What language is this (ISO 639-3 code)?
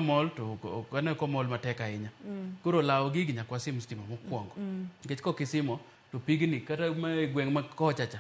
luo